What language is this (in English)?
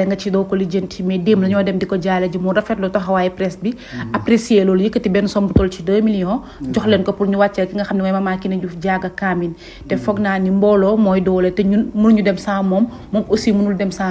Wolof